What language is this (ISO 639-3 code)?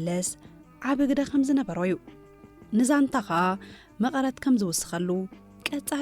tir